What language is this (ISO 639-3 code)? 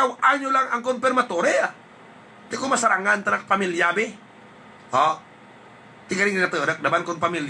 hil